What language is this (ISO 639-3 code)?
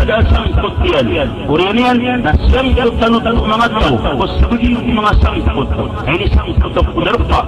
mrw